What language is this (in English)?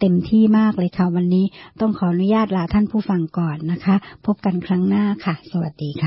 Thai